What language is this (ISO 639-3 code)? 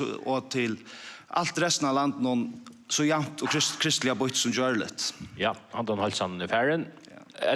fao